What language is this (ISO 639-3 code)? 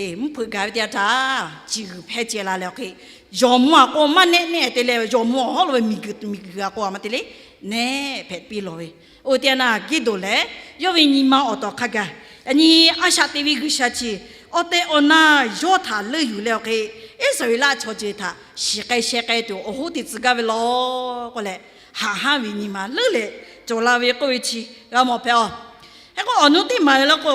lhu